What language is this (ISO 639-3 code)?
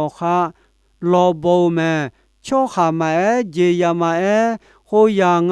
ahk